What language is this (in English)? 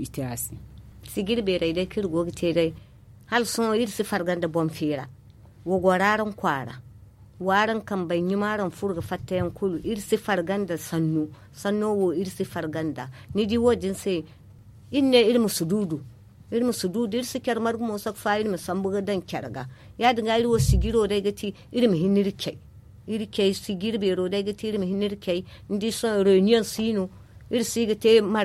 Zarma